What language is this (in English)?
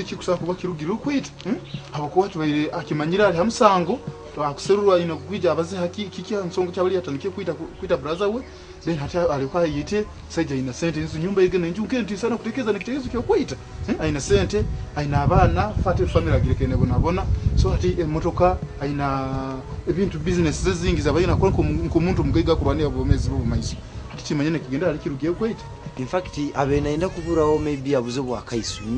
Nyoro